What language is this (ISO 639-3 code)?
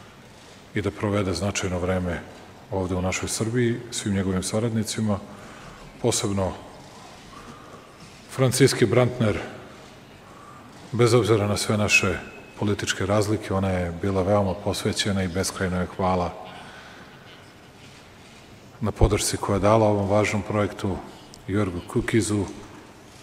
srp